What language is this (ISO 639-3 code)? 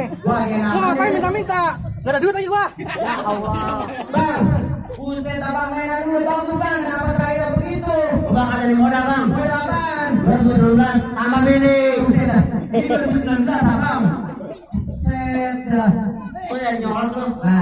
bew